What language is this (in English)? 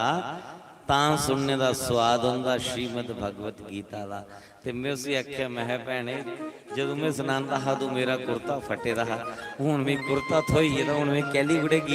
Dogri